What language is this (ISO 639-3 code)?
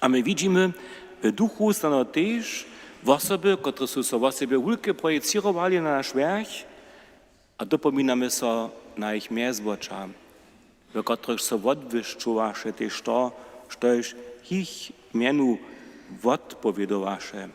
hsb